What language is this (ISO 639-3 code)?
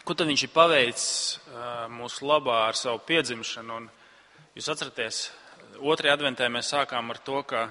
lav